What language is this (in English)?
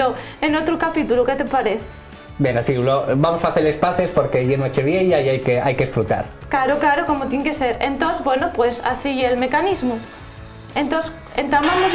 Asturian